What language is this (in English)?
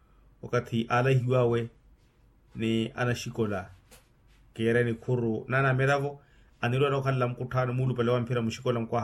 Makhuwa